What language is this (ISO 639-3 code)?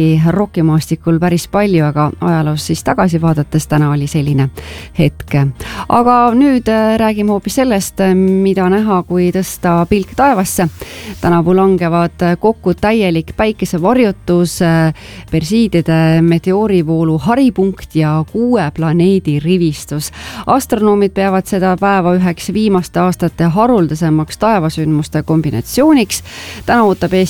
est